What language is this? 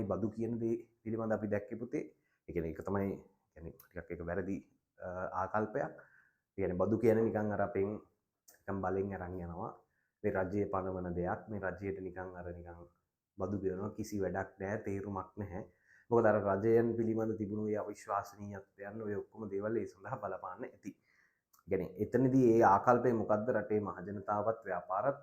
Sinhala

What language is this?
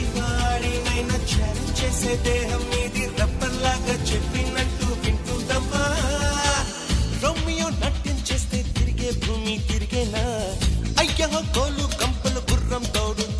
Telugu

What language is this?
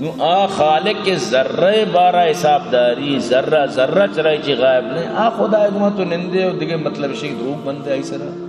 Baluchi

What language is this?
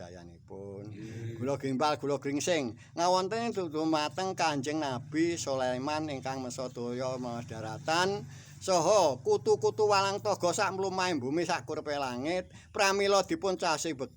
Javanese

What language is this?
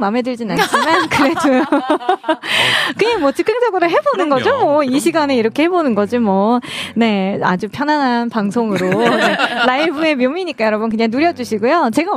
Korean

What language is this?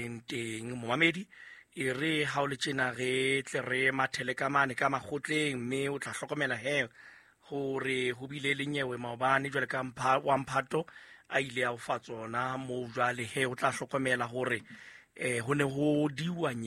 Southern Sotho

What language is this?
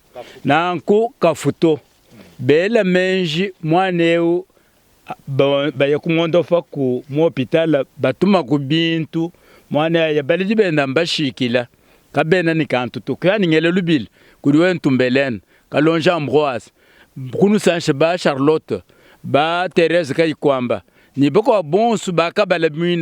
Luba-Lulua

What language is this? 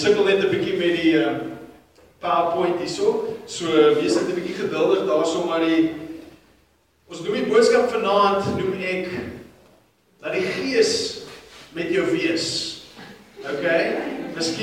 Afrikaans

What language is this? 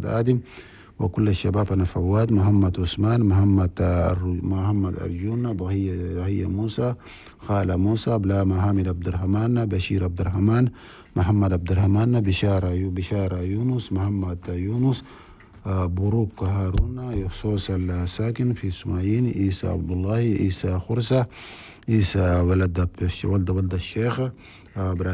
Chadian Arabic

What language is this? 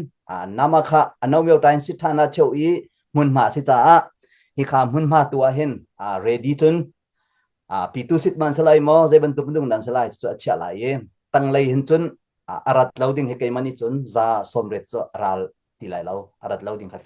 Hakha Chin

